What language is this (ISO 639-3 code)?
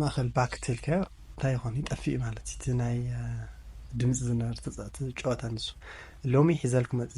tir